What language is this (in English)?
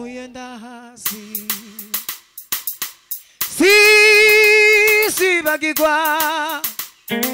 Kinyarwanda